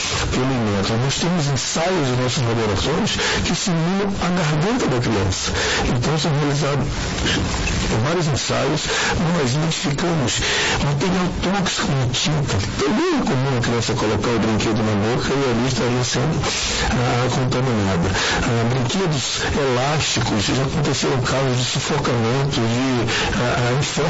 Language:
Portuguese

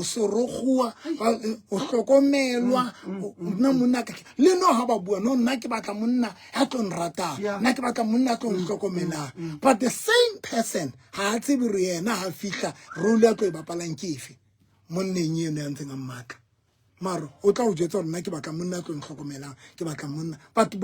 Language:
Southern Sotho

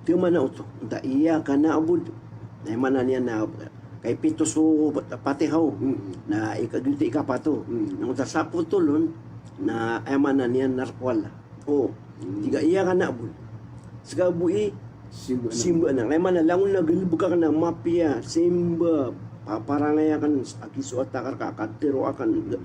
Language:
Maranao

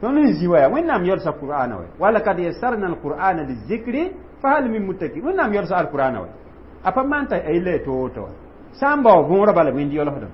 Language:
Mossi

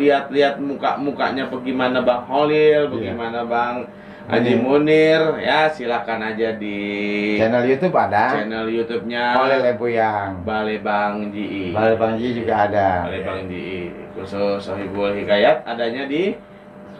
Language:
Betawi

